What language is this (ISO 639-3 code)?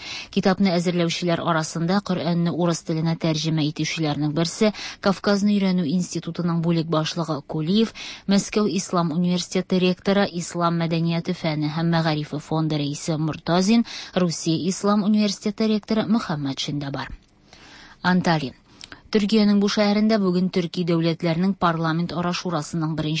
tat